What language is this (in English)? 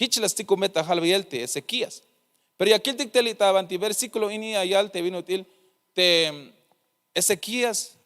Tzeltal